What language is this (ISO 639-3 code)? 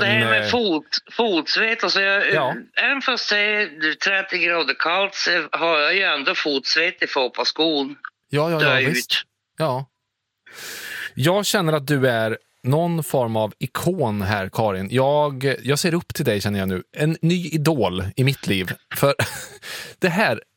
swe